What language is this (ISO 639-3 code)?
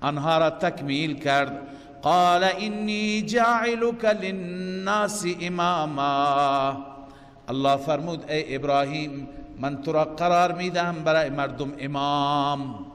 fas